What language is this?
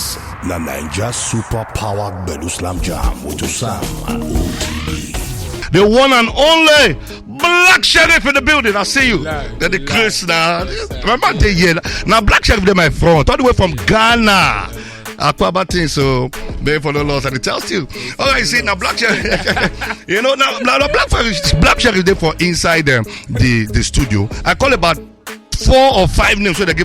Nigerian Pidgin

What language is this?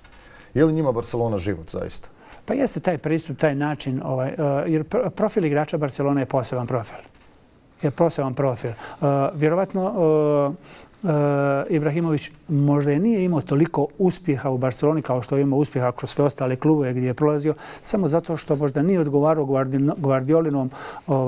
Bosnian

